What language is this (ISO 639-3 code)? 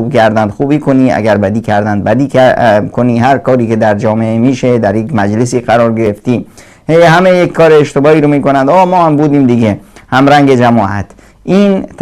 fas